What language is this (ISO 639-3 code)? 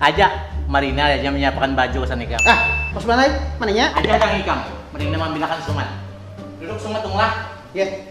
bjn